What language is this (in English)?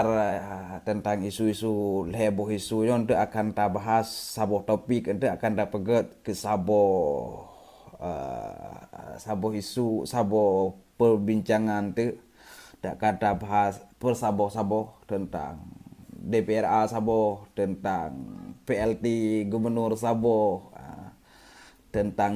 Achinese